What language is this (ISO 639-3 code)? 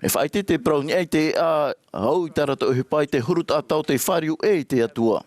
tah